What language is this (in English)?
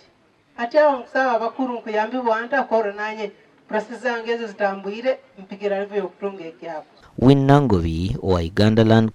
Nyankole